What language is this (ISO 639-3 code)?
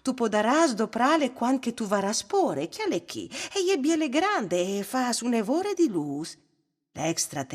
fur